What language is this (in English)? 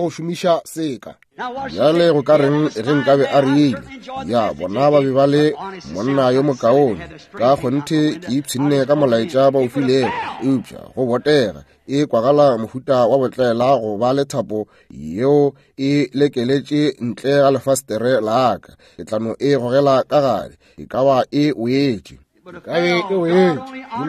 Northern Sotho